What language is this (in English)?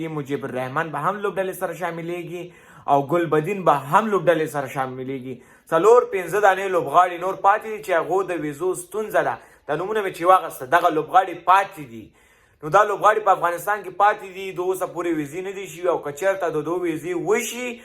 Pashto